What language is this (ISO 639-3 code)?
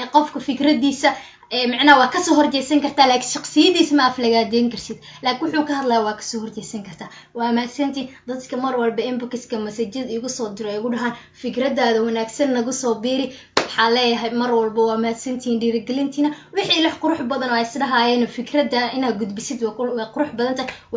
som